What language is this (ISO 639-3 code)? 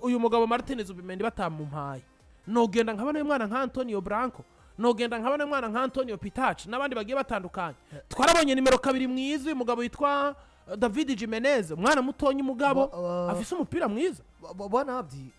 run